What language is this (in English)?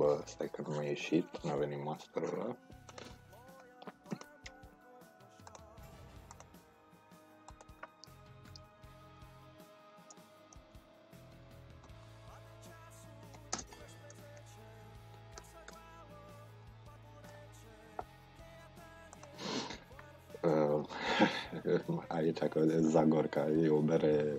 Romanian